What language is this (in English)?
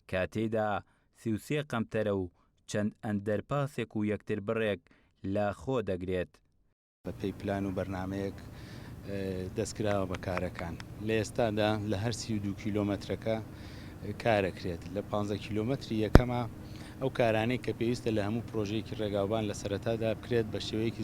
Central Kurdish